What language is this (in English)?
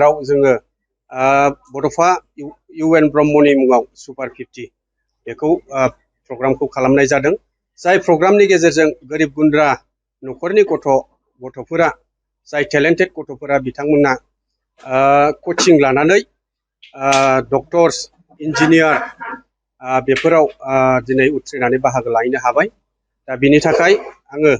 Bodo